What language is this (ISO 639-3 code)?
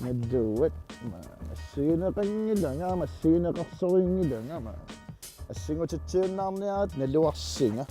kal